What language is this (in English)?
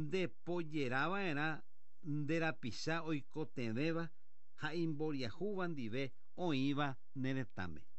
Guarani